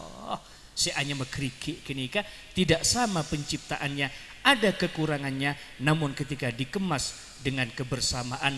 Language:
Madurese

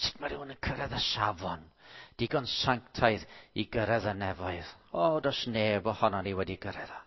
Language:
Welsh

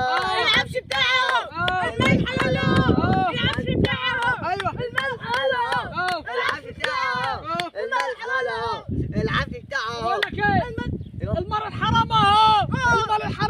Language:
Egyptian Arabic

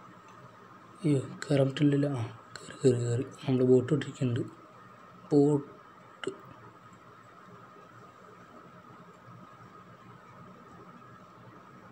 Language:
Malayalam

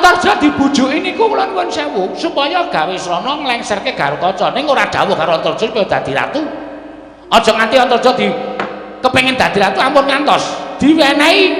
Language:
Javanese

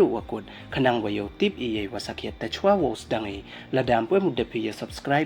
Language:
Pnar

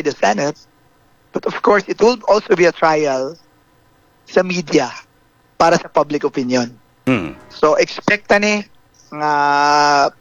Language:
Hiligaynon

